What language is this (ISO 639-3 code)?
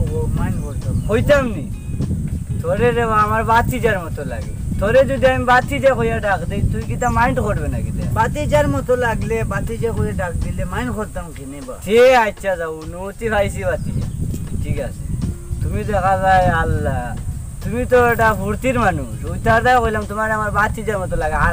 syl